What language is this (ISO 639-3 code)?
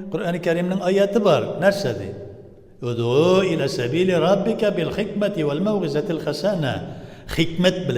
tat